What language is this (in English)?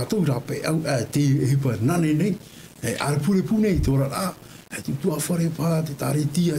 Tahitian